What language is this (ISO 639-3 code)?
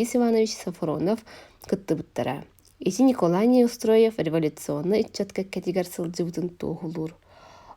sah